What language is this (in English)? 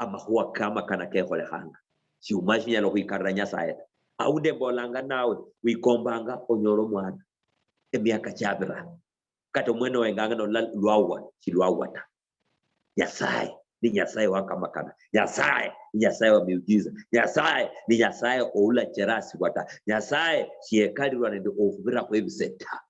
Luyia